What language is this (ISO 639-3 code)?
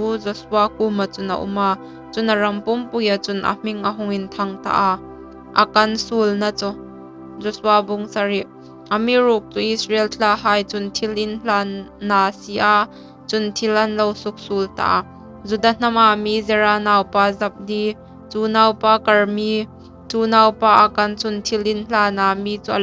hmr